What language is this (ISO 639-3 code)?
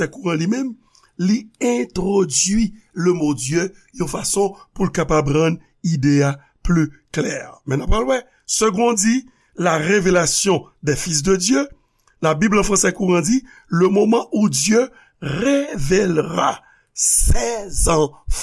hat